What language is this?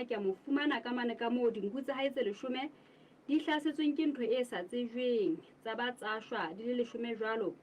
Southern Sotho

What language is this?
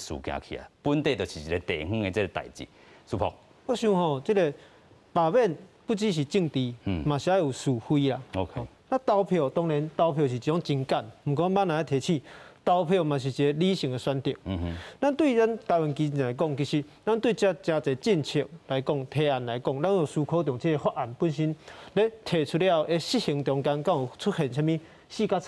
Min Nan Chinese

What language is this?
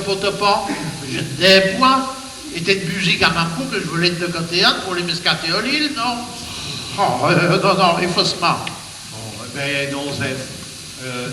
Picard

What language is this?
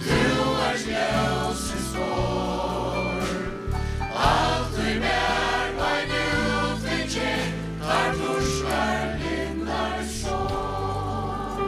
Faroese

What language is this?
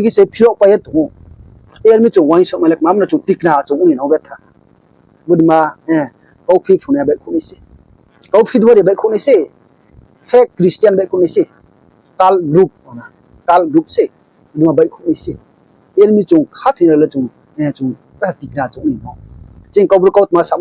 Riang (India)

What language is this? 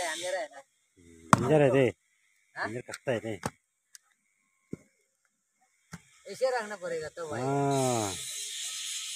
Hindi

